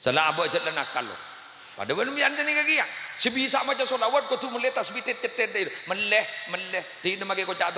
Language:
Madurese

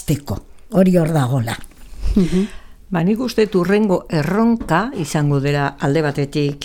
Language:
Basque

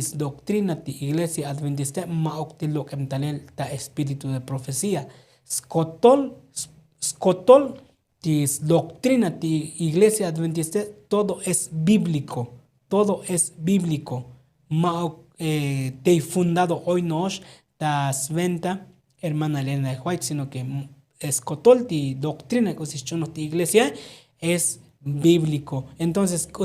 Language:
Tzotzil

